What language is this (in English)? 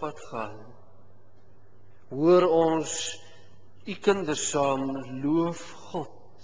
Afrikaans